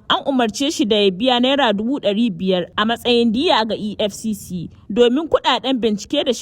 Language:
Hausa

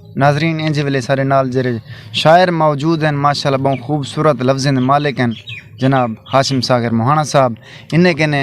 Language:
Saraiki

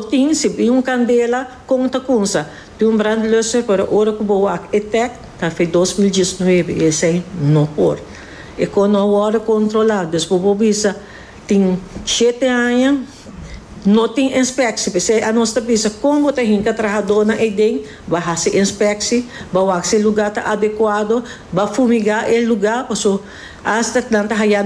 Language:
Papiamento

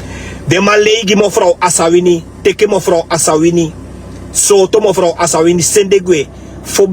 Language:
Sranan Tongo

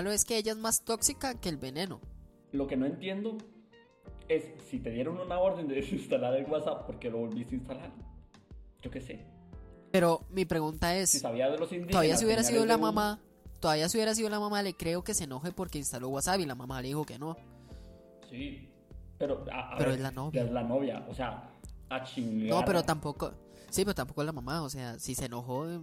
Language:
Spanish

